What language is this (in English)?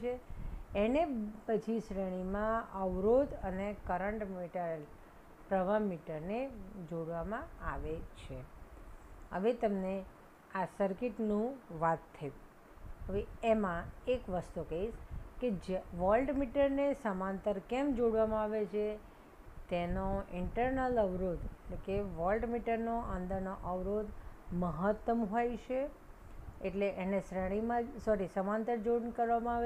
Gujarati